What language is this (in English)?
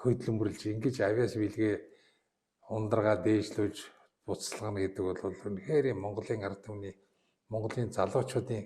Mongolian